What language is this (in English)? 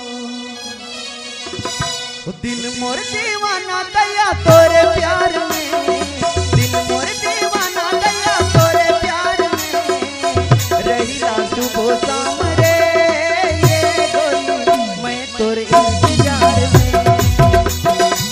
Bhojpuri